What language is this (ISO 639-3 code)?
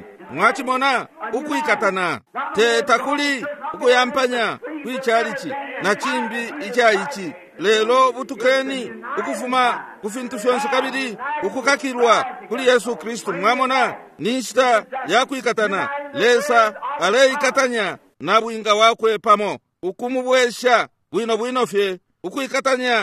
bem